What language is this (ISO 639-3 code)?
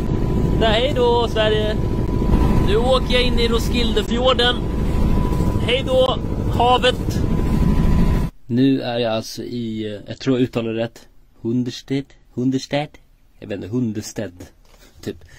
swe